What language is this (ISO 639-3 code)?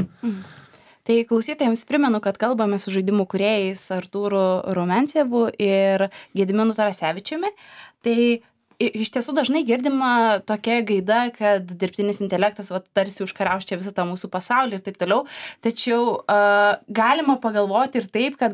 lit